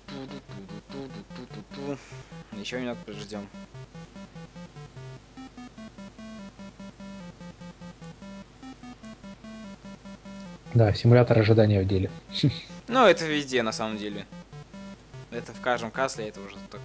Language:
Russian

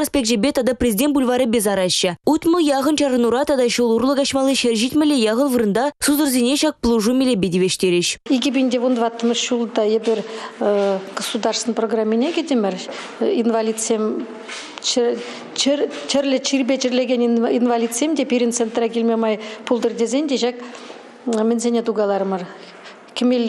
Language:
Chuvash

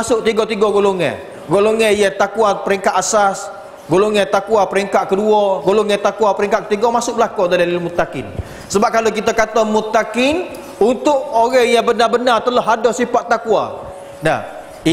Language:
Malay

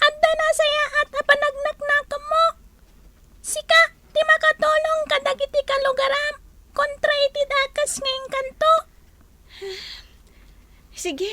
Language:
Iloko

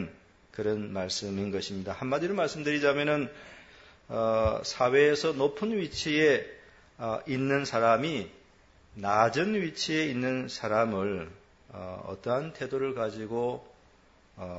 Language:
Korean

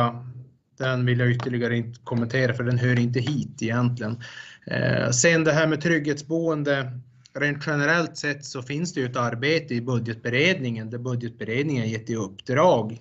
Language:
Swedish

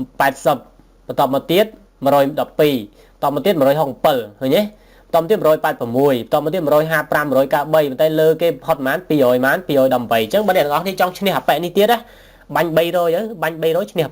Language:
Khmer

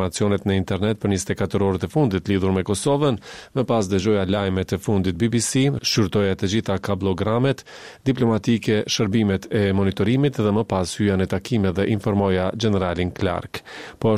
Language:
Albanian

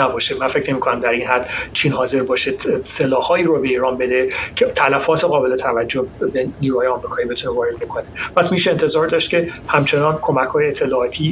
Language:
Persian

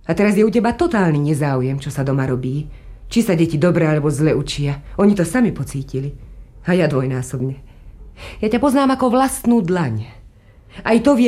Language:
Slovak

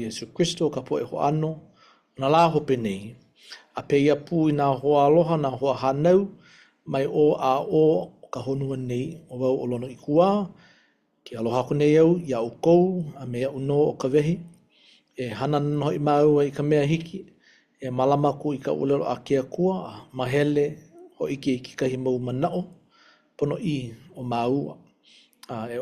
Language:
Hawaiian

